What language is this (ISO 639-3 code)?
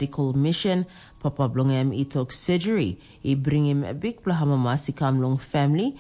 tpi